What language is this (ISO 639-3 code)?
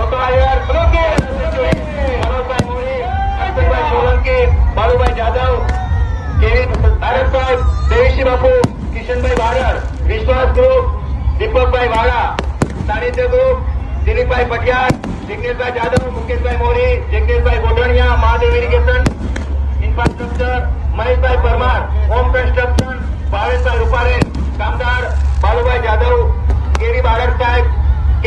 guj